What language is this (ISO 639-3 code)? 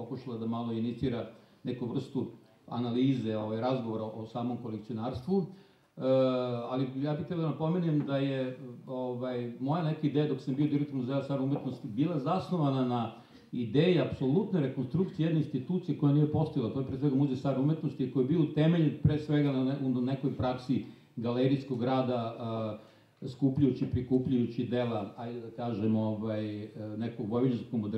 srp